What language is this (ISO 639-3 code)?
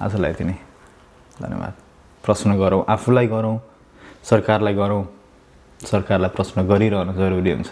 nep